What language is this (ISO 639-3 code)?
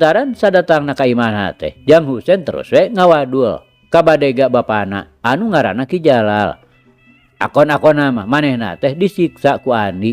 sun